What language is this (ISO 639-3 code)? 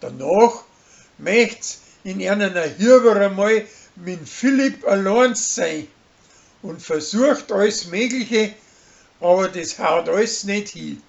bar